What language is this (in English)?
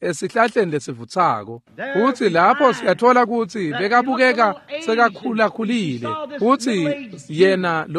Swati